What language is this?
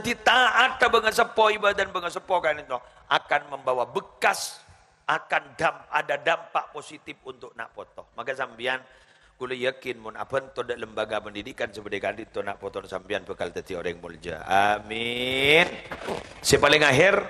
Madurese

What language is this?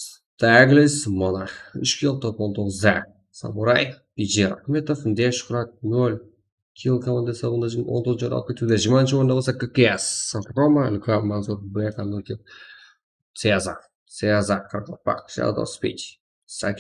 Kara-Kalpak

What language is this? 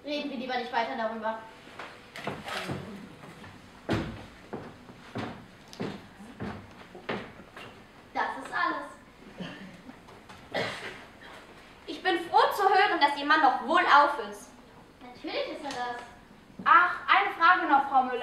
German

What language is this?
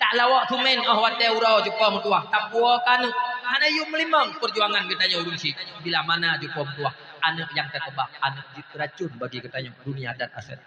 Achinese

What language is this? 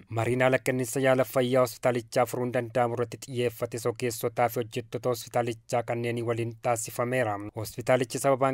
Oromo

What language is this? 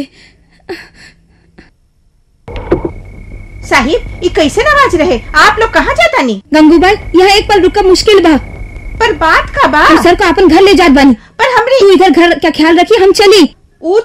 Bhojpuri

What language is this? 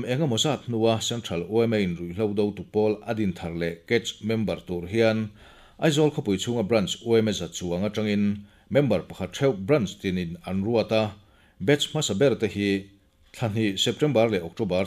Mizo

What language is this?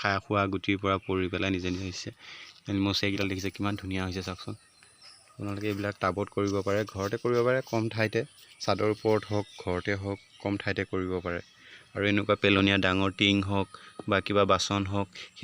Assamese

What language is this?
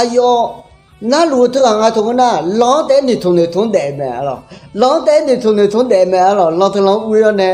Akha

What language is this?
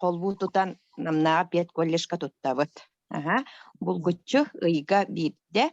Yakut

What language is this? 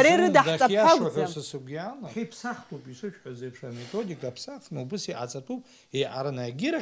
Abkhazian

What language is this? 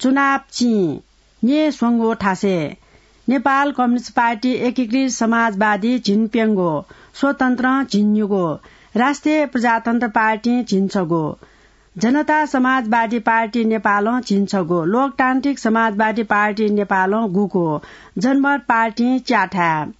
Newari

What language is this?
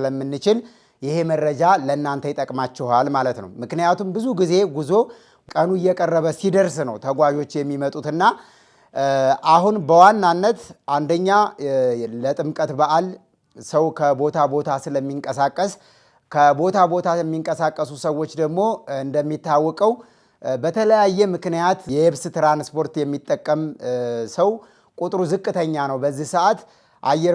Amharic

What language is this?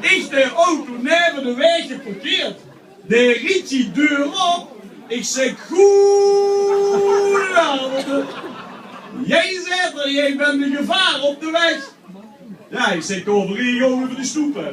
Limburgish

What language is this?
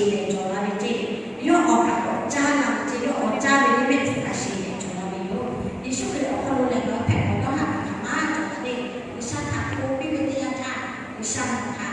Lahu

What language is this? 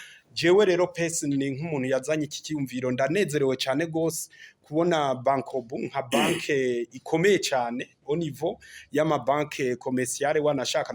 Rundi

